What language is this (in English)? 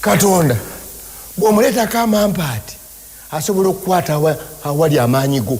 Ganda